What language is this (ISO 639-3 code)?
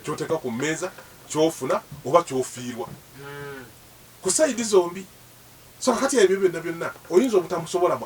lug